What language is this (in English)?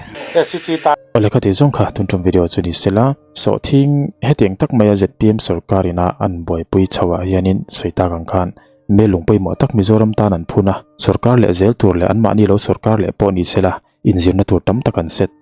Mizo